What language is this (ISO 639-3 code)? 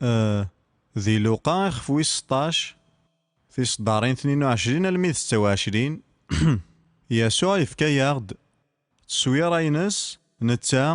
kab